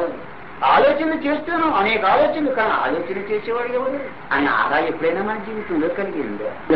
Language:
Telugu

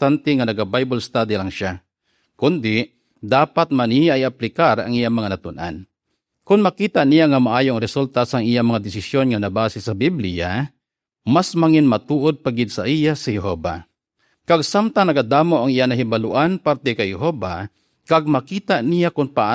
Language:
Hiligaynon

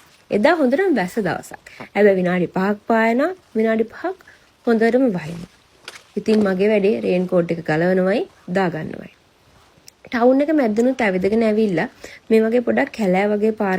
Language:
Sinhala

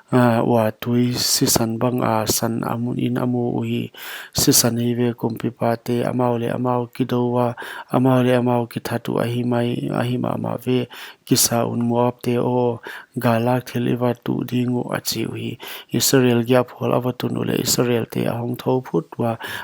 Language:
Paite Chin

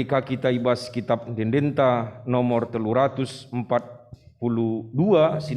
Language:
Batak Karo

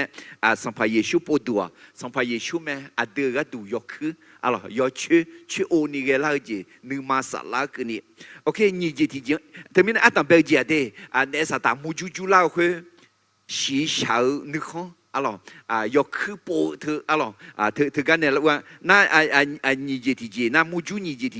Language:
Akha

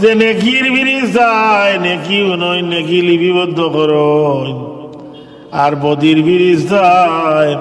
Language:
Sylheti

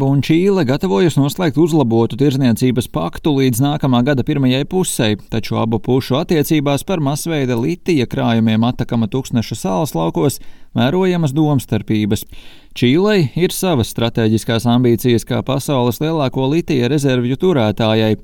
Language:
Latvian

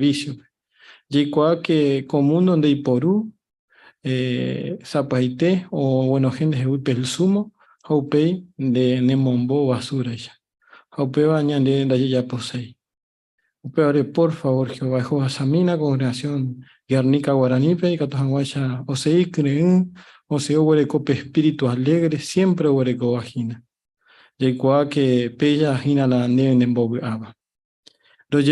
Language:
Guarani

